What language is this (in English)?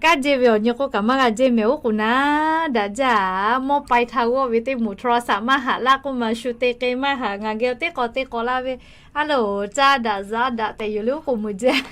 Lahu